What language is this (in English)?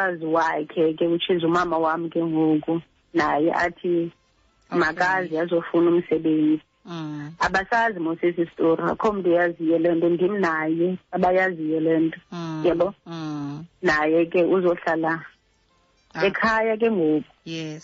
Xhosa